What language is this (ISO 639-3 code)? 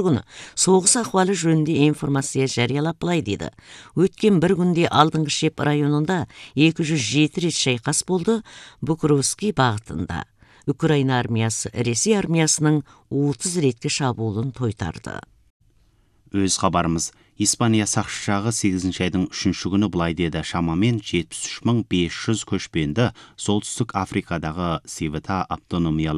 kaz